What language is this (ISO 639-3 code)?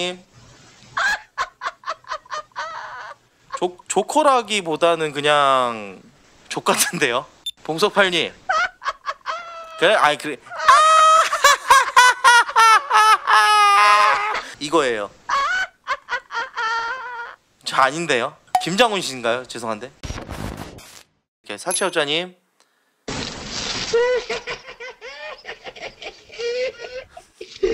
kor